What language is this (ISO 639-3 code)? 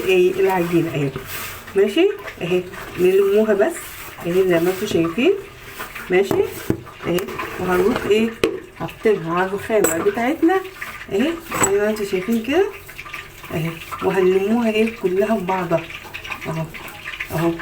arz